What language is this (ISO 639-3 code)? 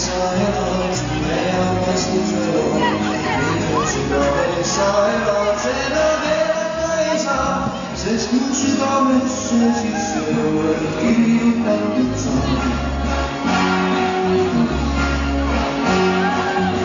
est